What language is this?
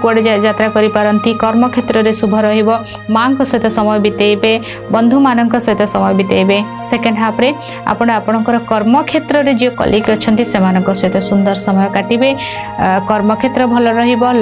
Odia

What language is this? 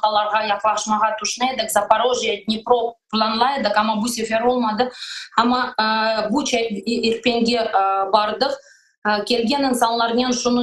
Crimean Tatar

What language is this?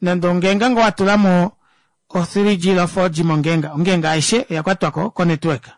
Kuanyama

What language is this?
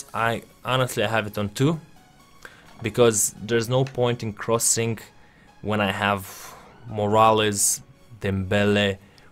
English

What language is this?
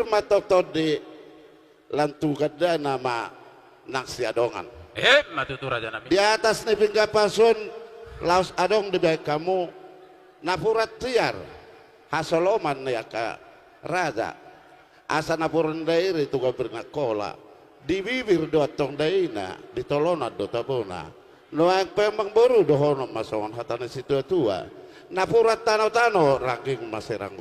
Batak Toba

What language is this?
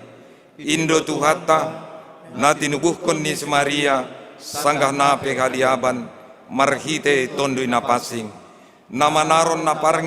Batak Simalungun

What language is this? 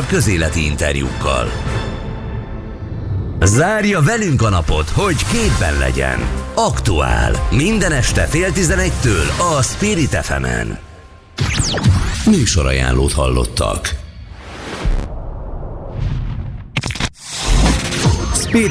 Hungarian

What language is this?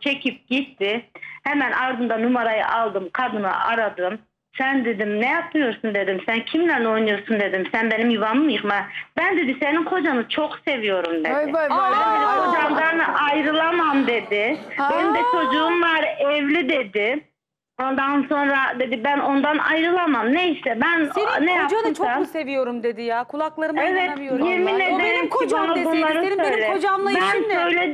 Turkish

